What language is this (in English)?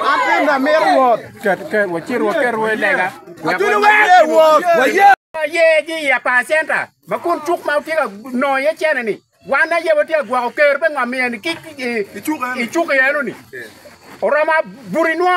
Acoli